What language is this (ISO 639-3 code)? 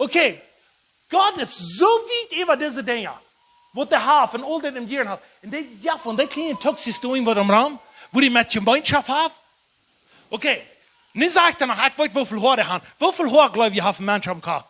pdt